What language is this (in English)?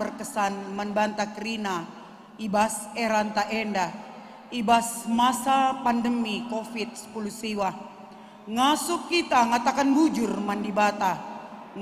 Batak Karo